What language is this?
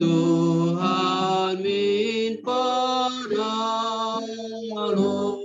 Batak Simalungun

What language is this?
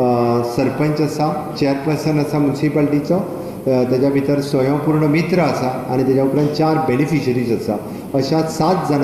Konkani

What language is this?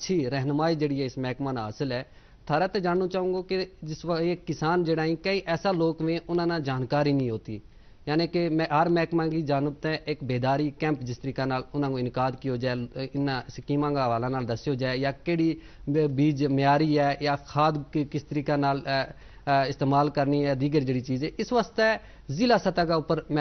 Gujari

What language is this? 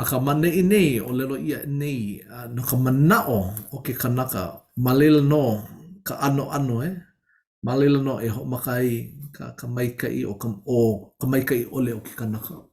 Hawaiian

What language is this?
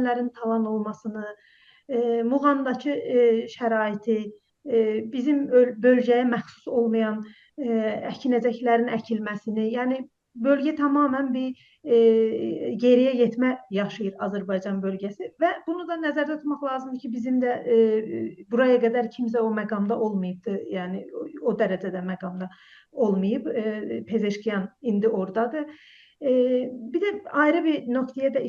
South Azerbaijani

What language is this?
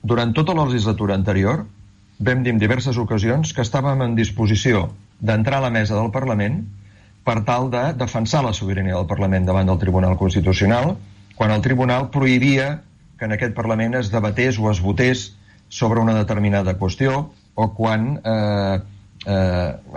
Catalan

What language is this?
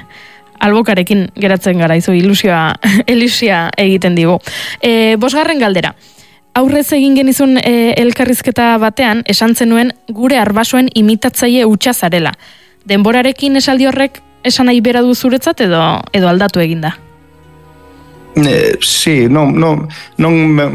Basque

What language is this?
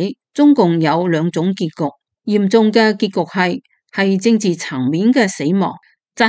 Cantonese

